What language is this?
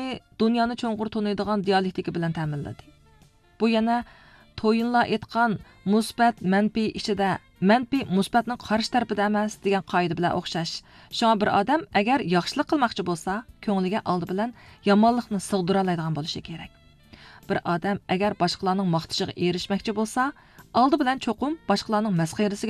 Uyghur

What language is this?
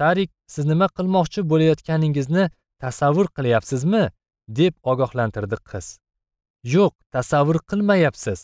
Uzbek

